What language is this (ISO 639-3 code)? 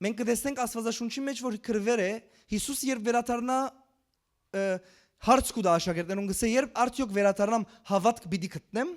hyw